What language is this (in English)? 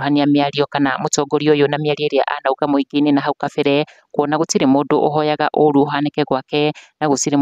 Kikuyu